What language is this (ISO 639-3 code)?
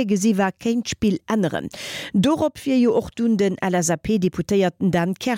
ltz